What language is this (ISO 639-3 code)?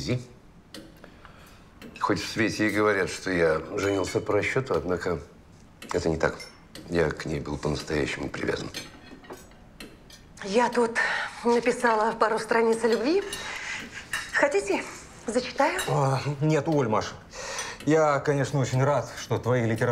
rus